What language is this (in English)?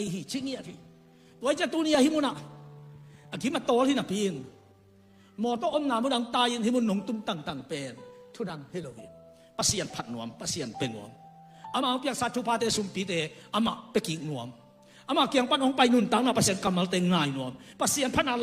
Tedim Chin